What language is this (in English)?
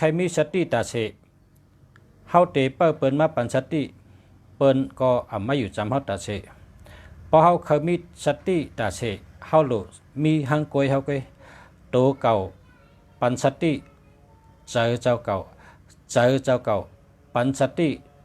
Shan